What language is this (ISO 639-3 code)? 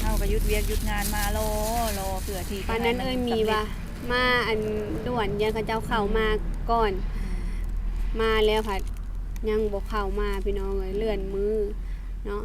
lao